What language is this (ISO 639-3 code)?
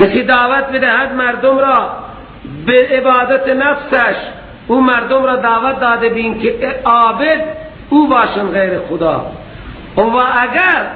fas